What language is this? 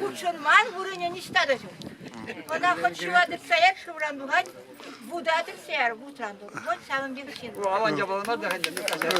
Chuvash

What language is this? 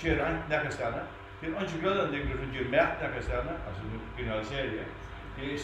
Faroese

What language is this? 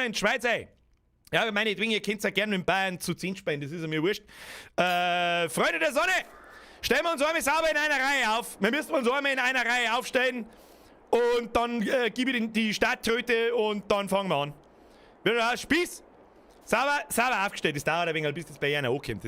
Bavarian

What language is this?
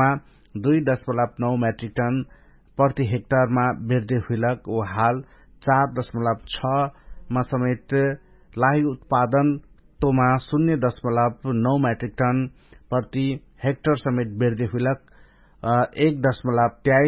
Dangaura Tharu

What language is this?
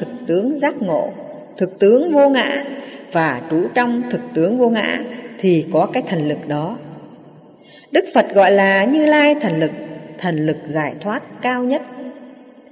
Vietnamese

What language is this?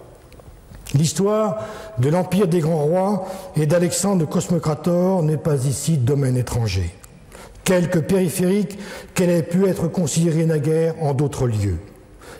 French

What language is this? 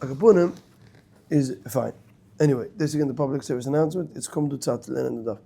Yiddish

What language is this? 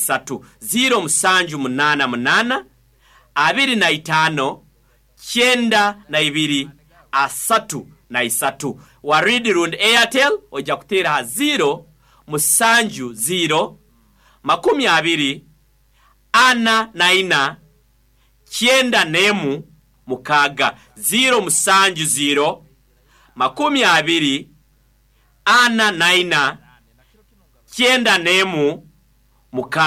Nyoro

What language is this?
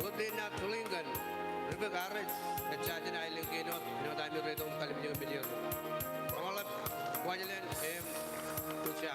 Marshallese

